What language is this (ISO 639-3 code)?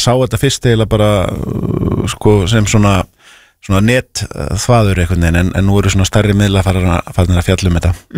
isl